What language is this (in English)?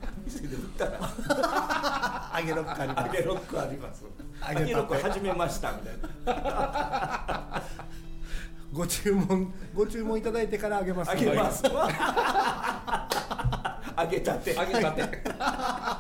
Japanese